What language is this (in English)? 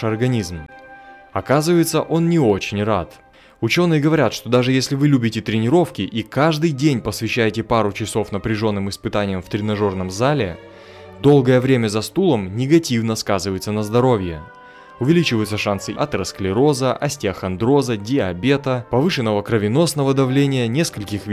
Russian